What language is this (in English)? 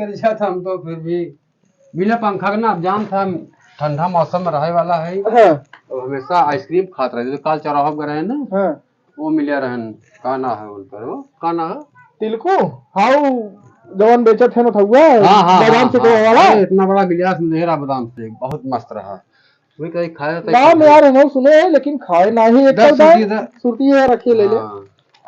Awadhi